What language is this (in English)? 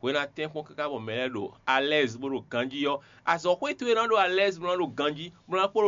Fon